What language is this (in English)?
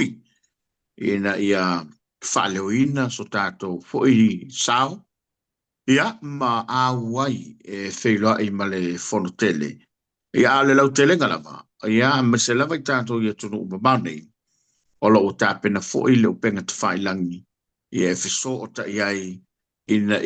Samoan